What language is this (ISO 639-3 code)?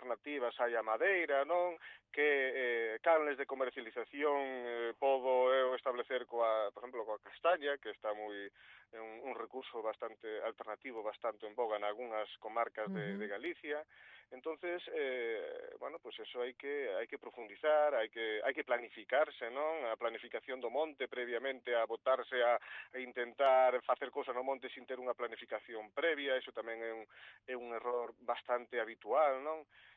glg